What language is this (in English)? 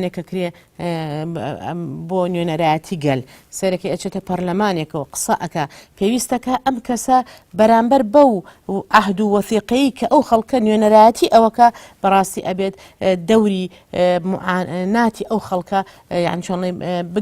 Central Kurdish